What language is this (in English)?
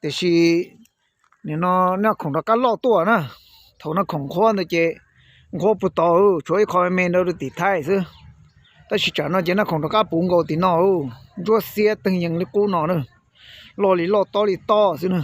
Hmong